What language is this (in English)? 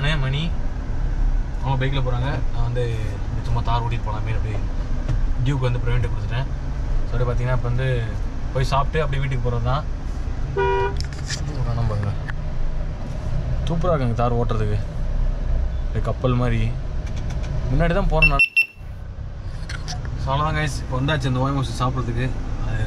Tamil